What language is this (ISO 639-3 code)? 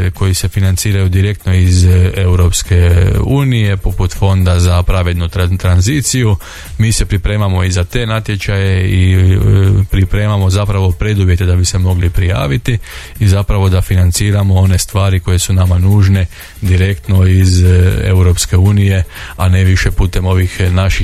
hrv